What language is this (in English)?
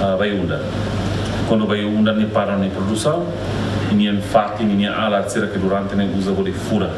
Tetum